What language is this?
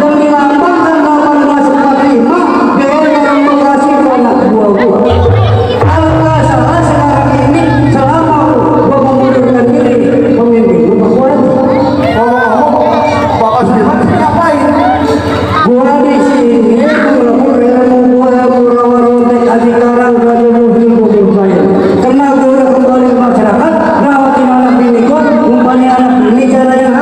Betawi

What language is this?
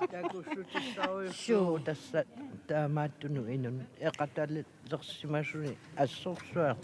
Kalaallisut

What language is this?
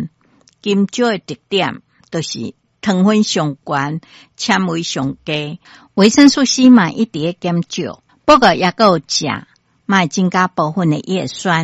Min Nan Chinese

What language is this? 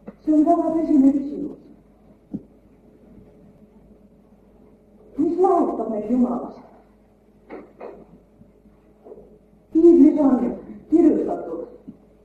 Estonian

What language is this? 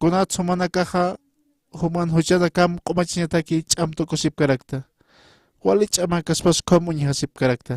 Aymara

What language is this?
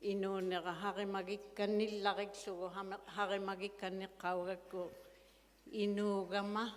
Inuktitut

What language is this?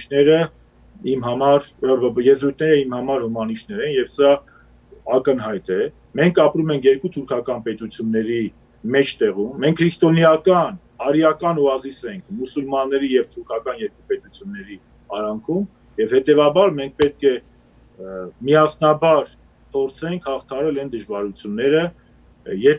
Western Armenian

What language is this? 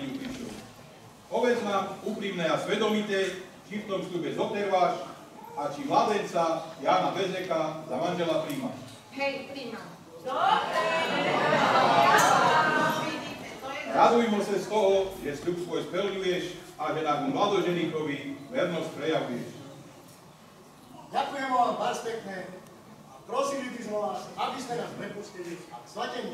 Slovak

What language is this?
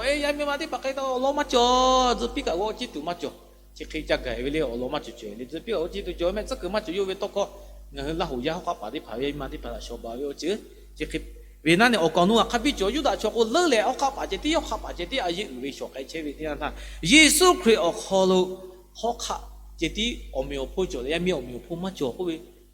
Lahu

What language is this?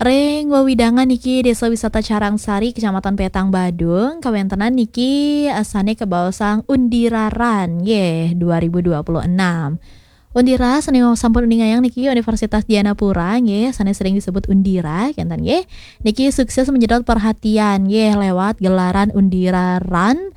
Balinese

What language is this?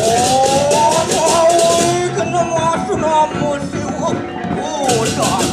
Balinese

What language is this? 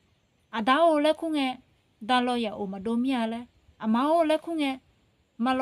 Akha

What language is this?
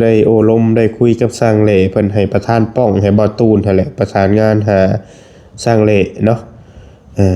Lao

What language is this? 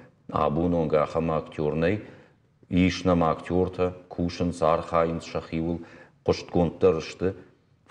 Ossetic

